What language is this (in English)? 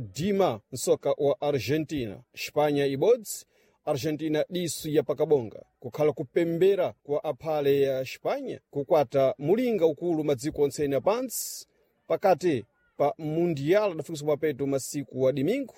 Sena